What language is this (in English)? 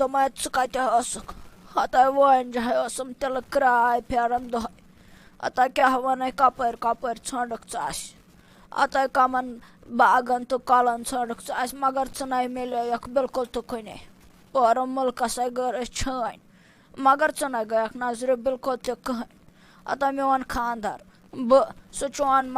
Kashmiri